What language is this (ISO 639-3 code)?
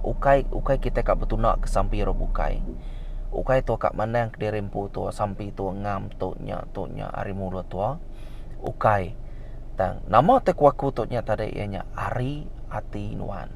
iba